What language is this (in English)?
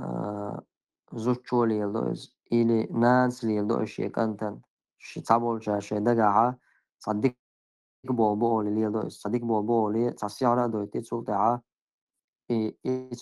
Chechen